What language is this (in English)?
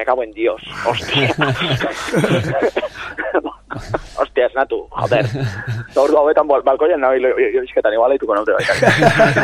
Basque